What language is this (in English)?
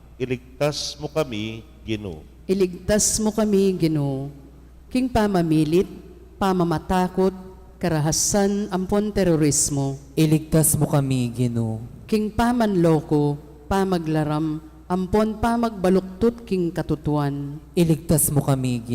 Pampanga